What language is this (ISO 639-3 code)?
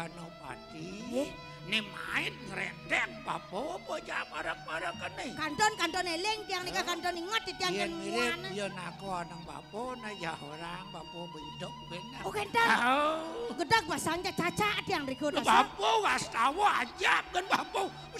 ban